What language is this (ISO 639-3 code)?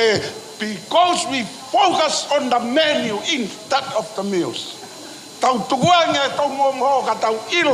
ton